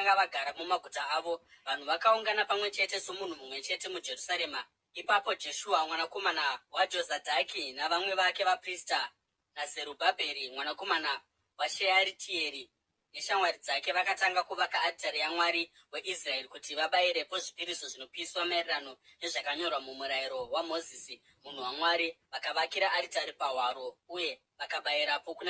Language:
Shona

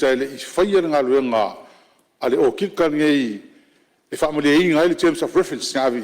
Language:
Samoan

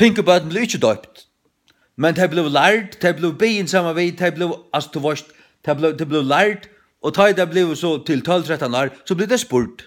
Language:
Faroese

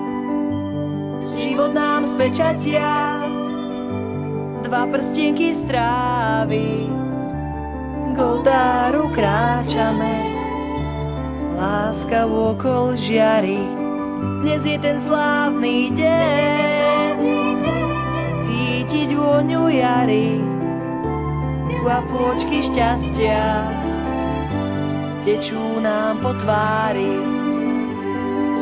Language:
Slovak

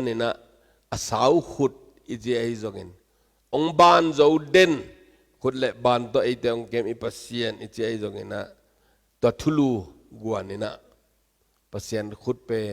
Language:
Tedim Chin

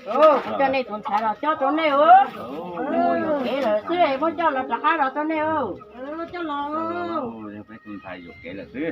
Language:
Hmong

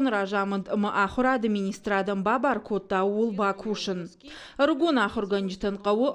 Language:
Ossetic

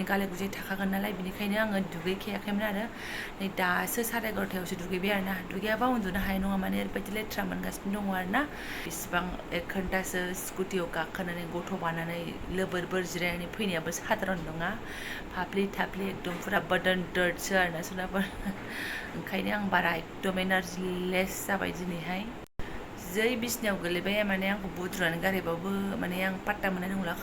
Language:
Bodo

